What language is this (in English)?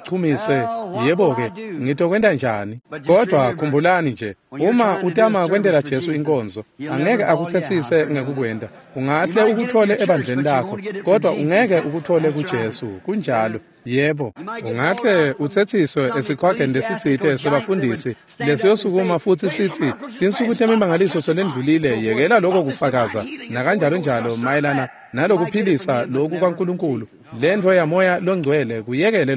Swati